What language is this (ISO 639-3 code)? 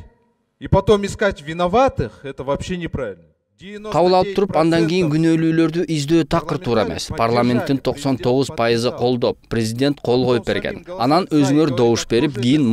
kir